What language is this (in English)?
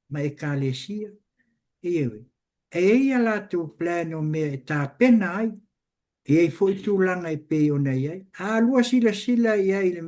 Samoan